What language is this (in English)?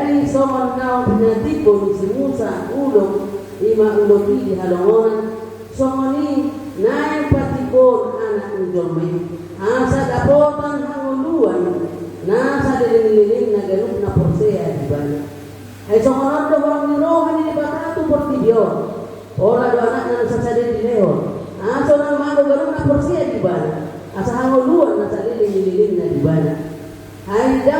Batak Toba